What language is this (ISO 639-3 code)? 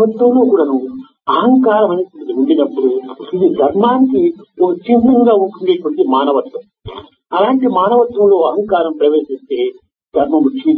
tel